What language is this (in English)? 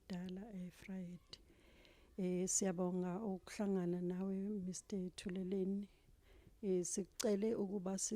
Zulu